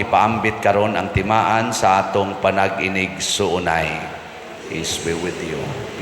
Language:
Cebuano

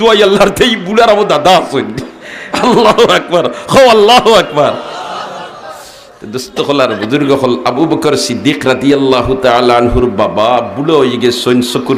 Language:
Sylheti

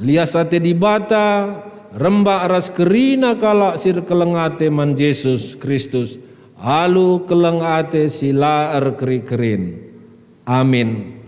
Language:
Batak Karo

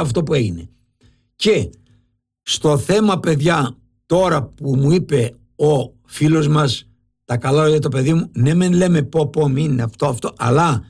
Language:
Greek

